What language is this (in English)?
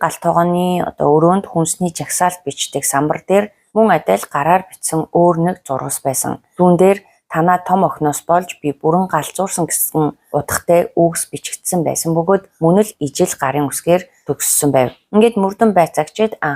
Mongolian